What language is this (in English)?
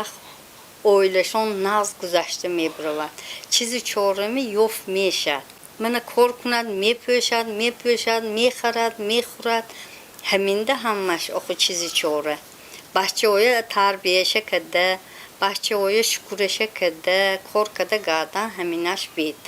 Tajik